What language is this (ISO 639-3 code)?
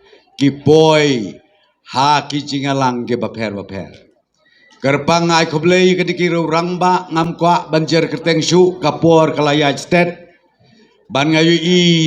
kha